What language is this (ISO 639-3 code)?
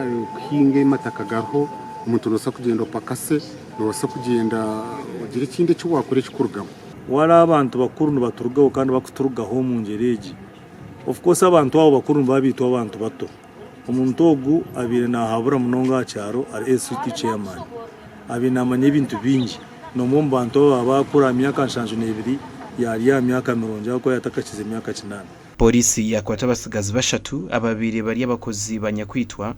nyn